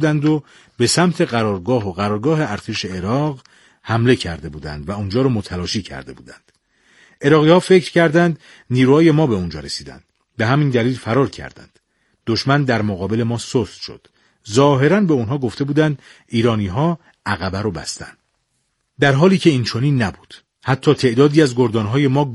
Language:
Persian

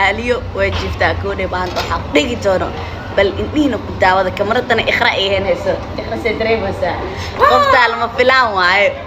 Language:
Somali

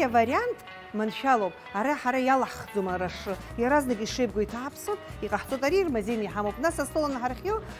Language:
Abkhazian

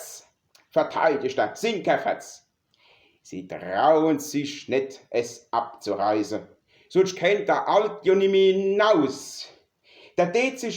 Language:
Palatine German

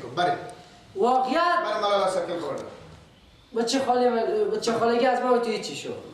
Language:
Persian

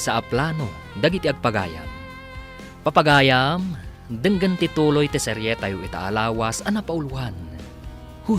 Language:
Iloko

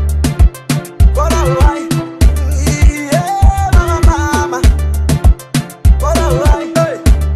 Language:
Swahili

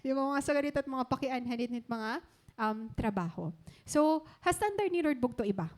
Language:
Waray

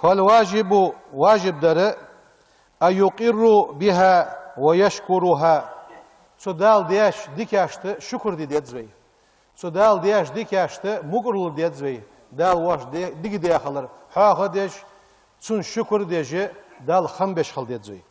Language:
Ingush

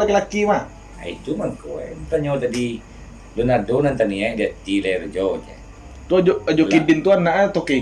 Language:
Minangkabau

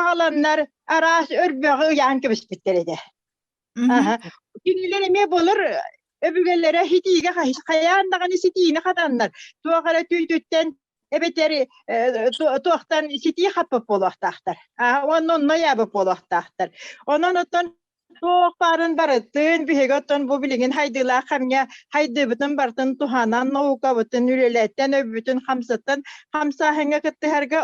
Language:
Yakut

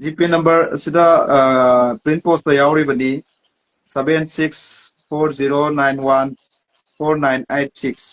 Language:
Manipuri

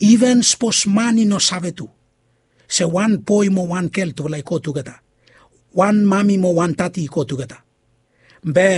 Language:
Bislama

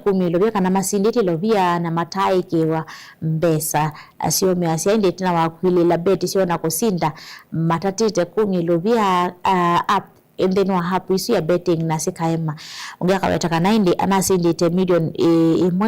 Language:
Kamba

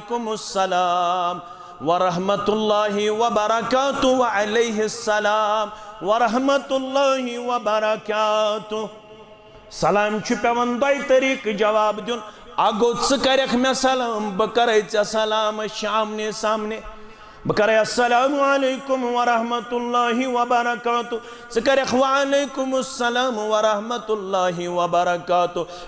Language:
Kashmiri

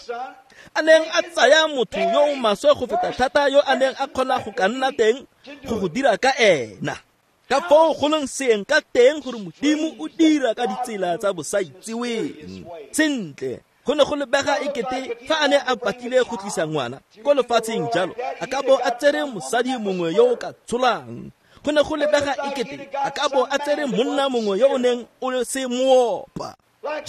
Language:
Tswana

